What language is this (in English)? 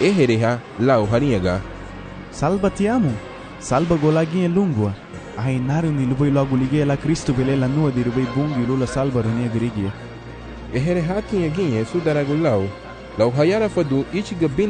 Garifuna